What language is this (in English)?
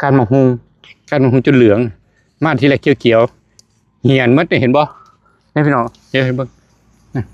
Northeastern Thai